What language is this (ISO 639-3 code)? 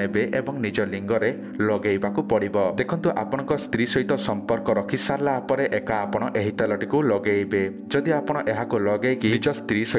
ori